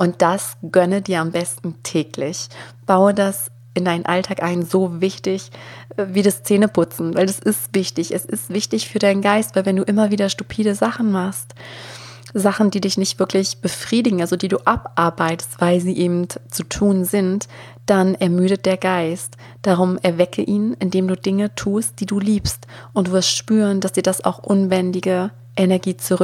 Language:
German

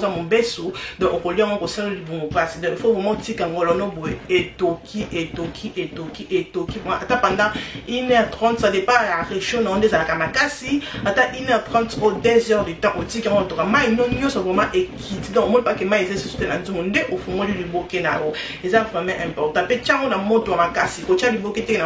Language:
Lingala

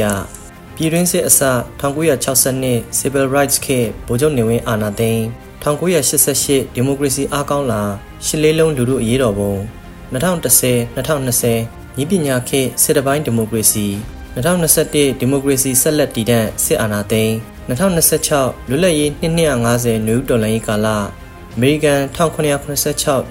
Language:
Burmese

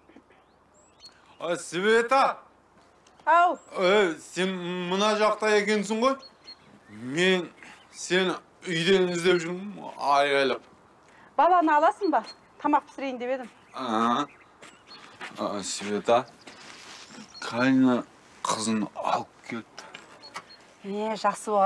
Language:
Kazakh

